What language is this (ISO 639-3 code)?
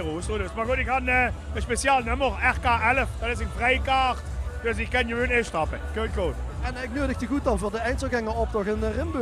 lim